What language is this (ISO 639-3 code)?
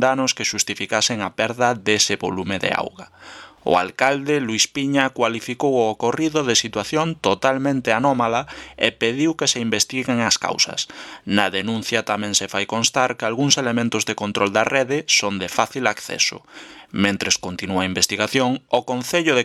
glg